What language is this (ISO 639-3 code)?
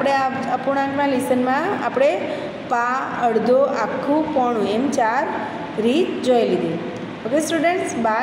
guj